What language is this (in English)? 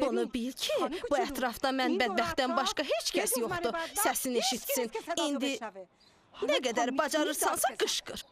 Azerbaijani